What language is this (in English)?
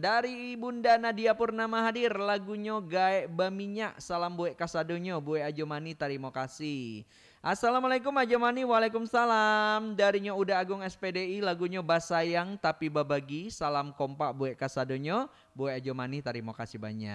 Minangkabau